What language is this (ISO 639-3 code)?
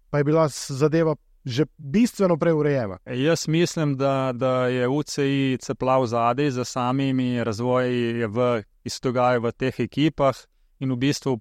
slv